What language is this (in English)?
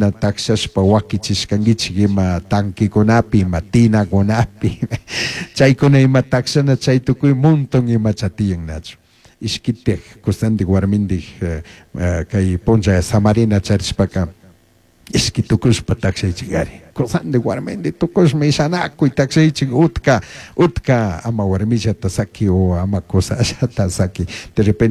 Chimborazo Highland Quichua